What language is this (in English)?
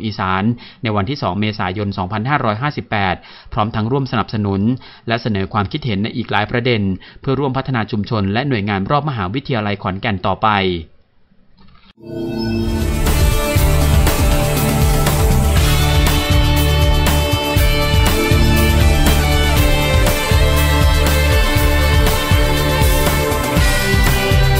Thai